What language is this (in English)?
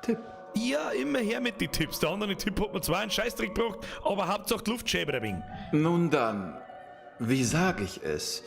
Bavarian